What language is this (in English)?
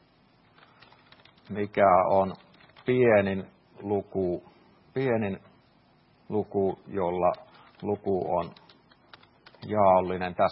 Finnish